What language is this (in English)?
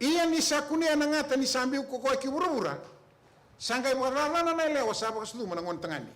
Fijian